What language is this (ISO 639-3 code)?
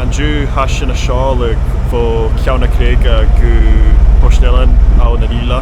gla